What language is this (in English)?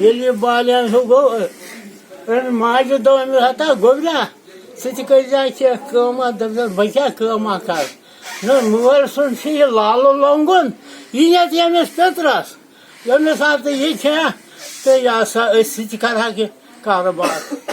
Kashmiri